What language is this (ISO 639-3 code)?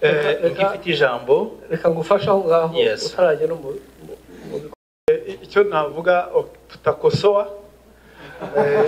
kin